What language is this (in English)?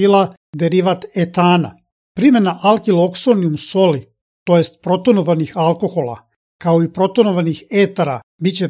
Serbian